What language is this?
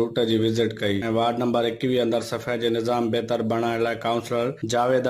Sindhi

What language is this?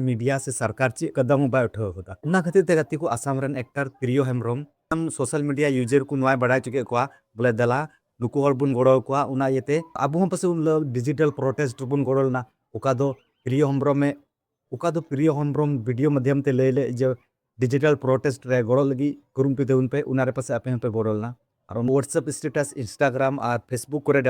Santali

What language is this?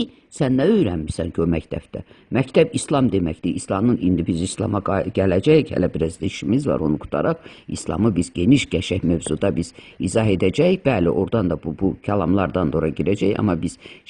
Azerbaijani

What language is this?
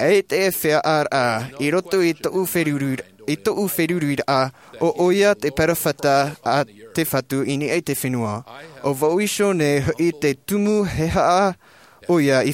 Tahitian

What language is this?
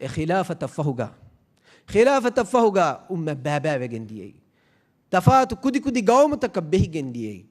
Divehi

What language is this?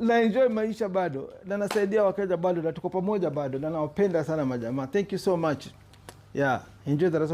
Swahili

